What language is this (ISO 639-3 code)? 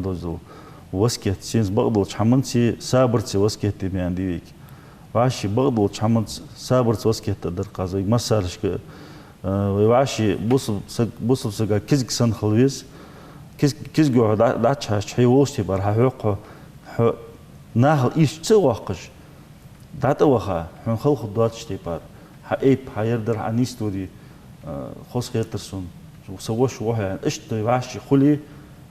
inh